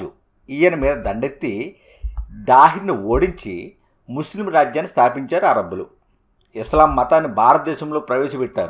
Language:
Telugu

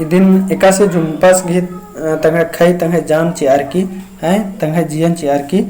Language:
Kurukh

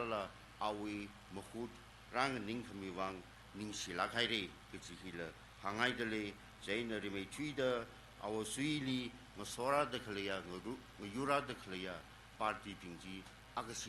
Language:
Tangkhul Naga (India)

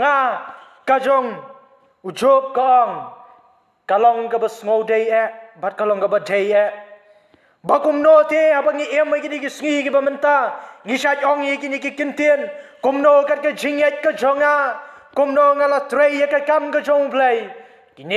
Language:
Khasi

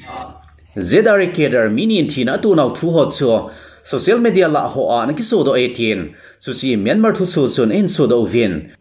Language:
Thado Chin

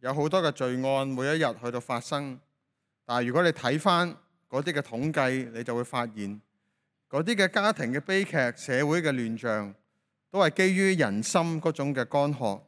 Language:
Cantonese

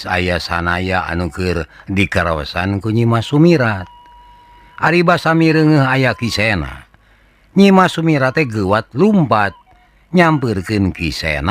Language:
Sundanese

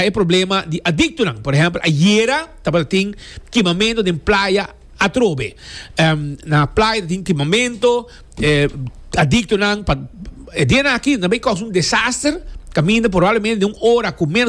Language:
Papiamento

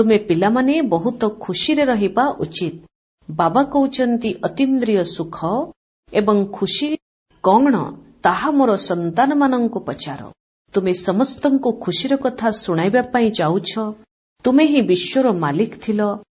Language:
Odia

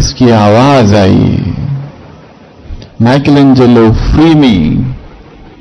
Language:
Hindi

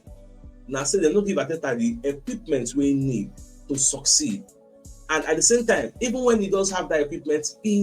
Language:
Nigerian Pidgin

